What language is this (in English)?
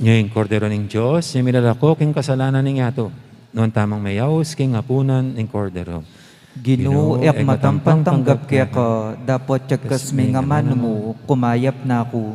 Pampanga